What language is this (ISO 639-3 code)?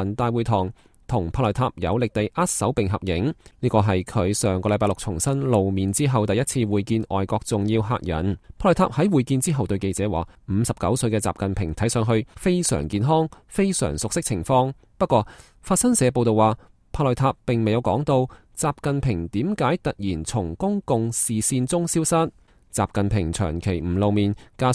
yue